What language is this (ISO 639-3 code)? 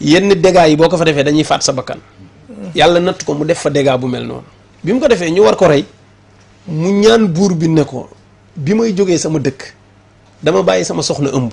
wol